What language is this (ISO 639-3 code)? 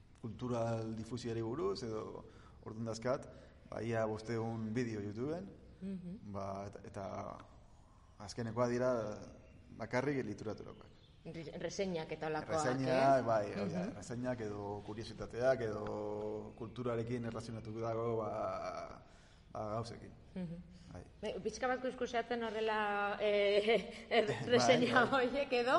eus